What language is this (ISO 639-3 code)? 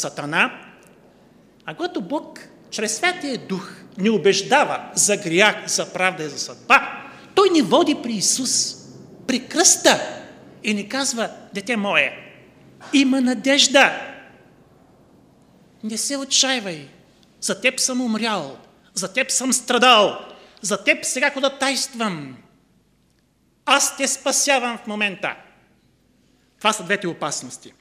bul